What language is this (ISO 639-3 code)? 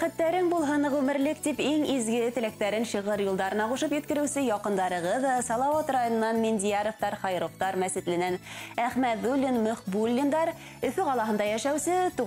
bak